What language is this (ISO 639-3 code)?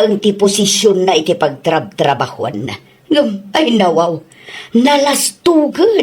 ilo